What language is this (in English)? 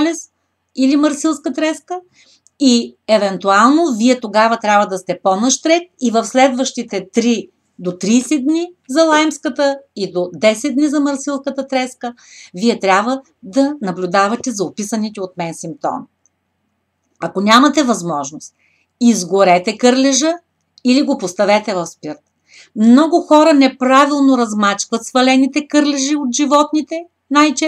Bulgarian